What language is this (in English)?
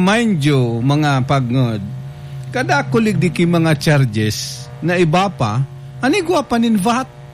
Bikol